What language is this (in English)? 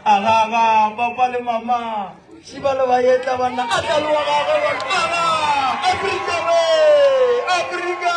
Northern Sotho